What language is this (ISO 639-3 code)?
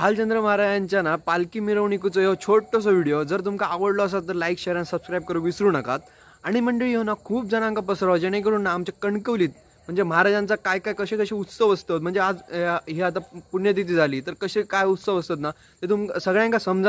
kok